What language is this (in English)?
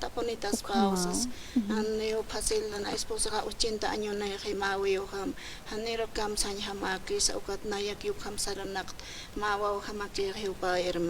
Aymara